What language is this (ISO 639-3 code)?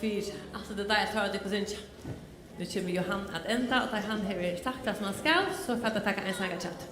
fao